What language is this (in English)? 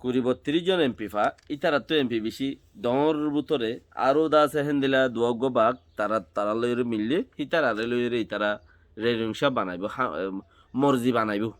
Rohingya